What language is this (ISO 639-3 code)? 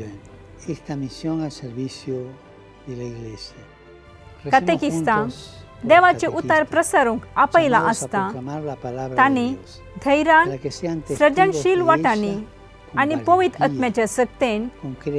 kok